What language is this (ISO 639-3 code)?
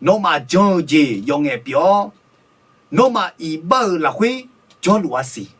ahk